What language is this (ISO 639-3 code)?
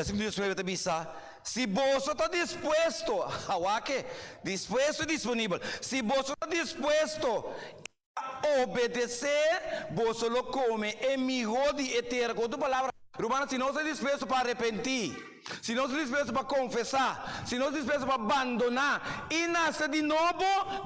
pap